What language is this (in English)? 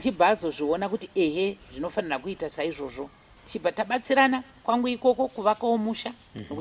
Shona